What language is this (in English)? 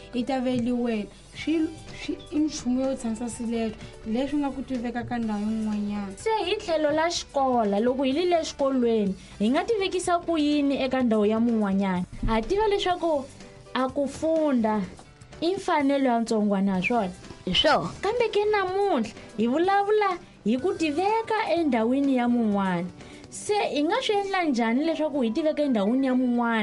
Tsonga